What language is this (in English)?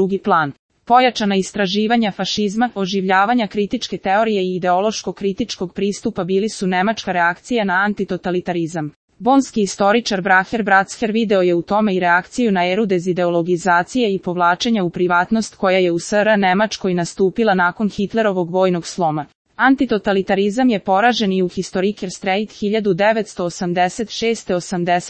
Serbian